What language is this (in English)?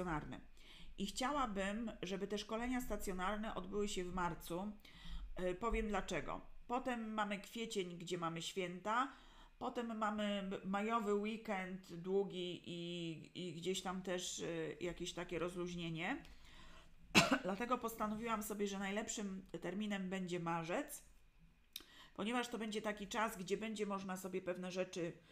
Polish